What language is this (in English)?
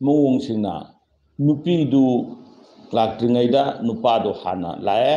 Manipuri